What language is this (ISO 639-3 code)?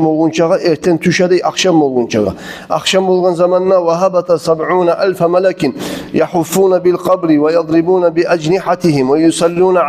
kum